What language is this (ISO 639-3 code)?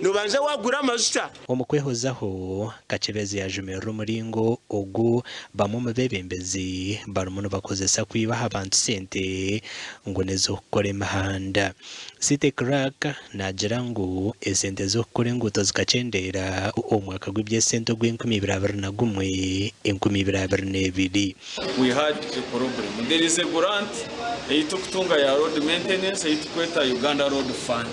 nyn